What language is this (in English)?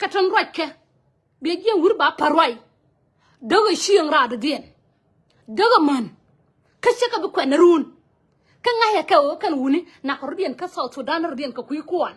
Nuer